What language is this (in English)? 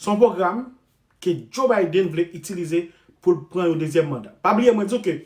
Haitian Creole